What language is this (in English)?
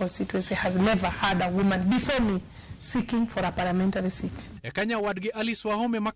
Luo (Kenya and Tanzania)